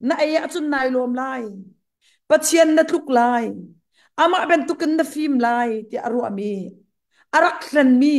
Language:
Hakha Chin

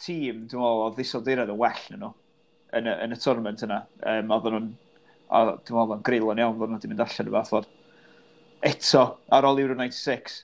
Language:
Welsh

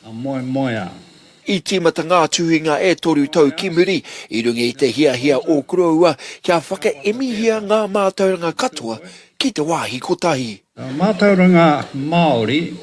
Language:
Māori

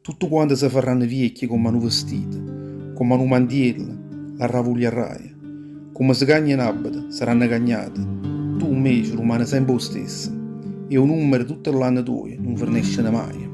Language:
Neapolitan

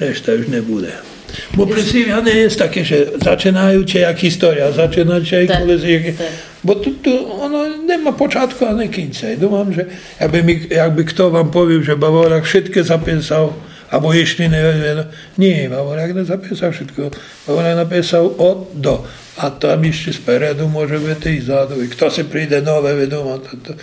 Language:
Rusyn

